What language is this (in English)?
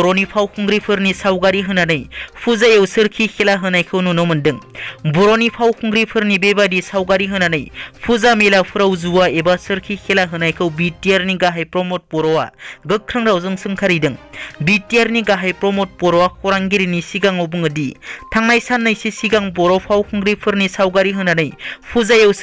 Bodo